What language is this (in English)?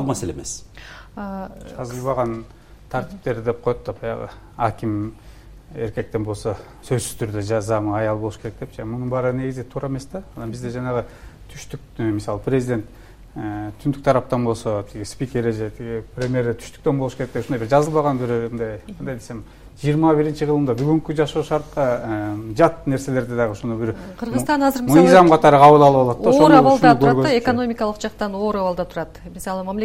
Kyrgyz